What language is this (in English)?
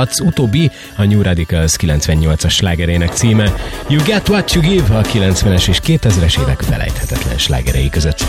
Hungarian